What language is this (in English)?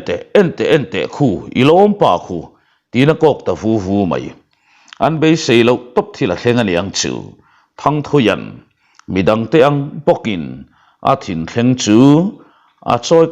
Mizo